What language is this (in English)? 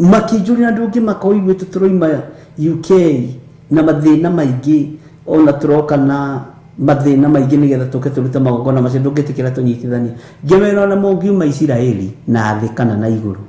Kikuyu